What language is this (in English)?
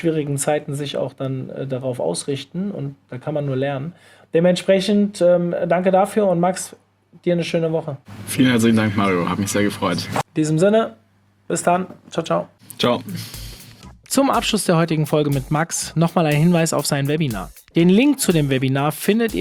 German